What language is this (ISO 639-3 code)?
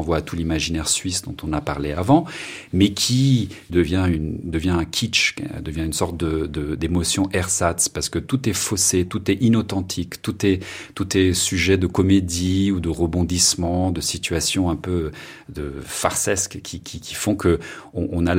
fra